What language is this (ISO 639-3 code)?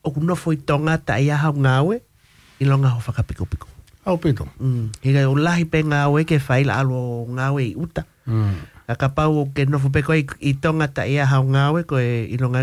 ton